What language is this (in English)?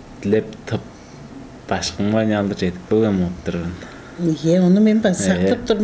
Tuvinian